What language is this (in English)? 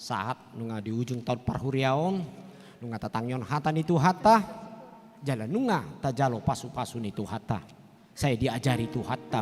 Batak Toba